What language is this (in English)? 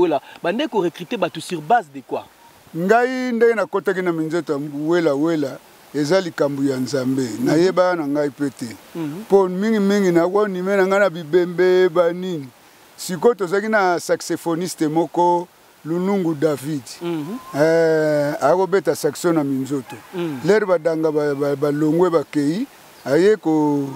Lingala